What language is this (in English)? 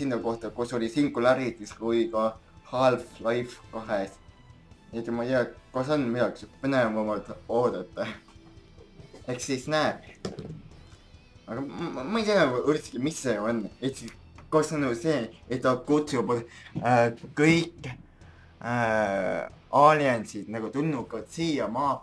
Estonian